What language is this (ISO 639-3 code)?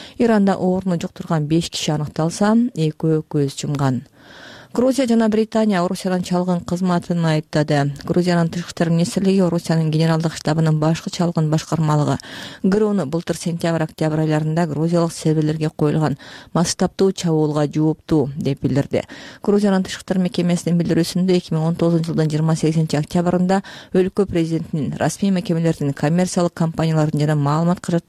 kir